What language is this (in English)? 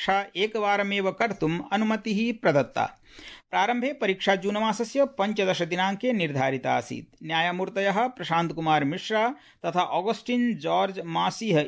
Sanskrit